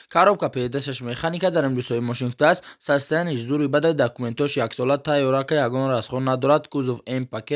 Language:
Tajik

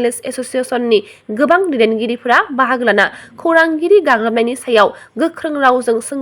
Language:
Bodo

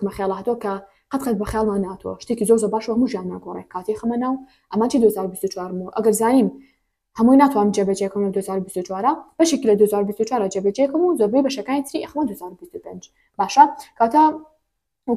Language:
Central Kurdish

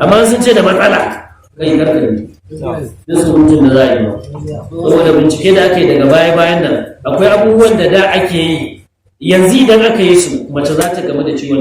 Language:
Hausa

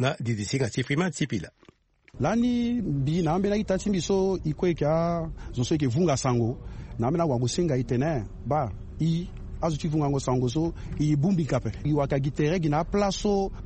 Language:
Sango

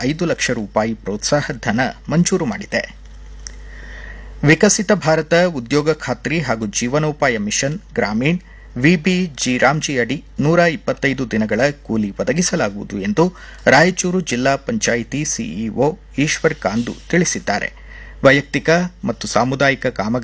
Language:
Kannada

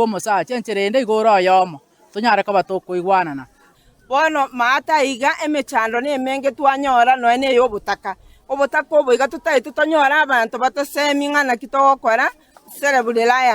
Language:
Gusii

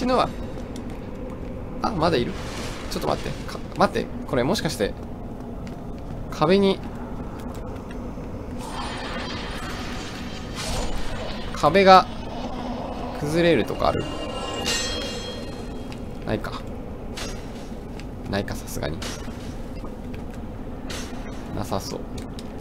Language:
Japanese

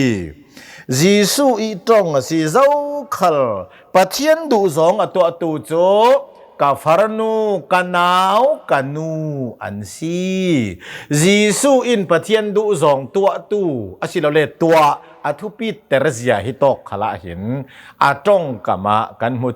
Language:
Hakha Chin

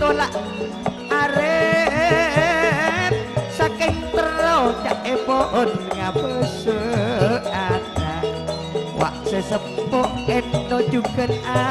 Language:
Madurese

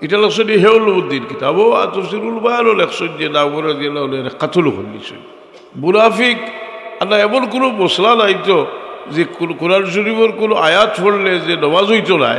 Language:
Sylheti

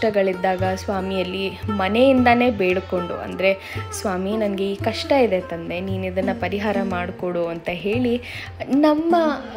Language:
Kannada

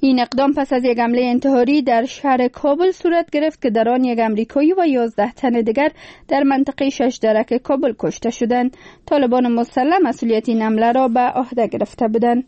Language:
Persian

